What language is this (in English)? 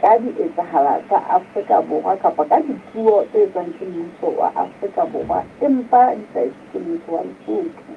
Southern Sotho